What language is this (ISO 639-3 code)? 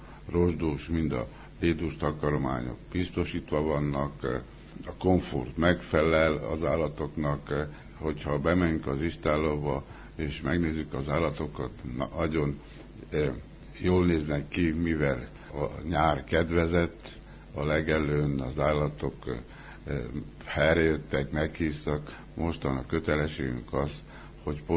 hun